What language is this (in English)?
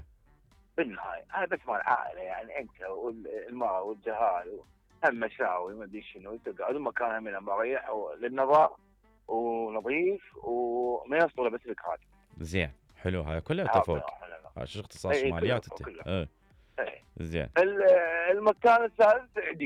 Mesopotamian Arabic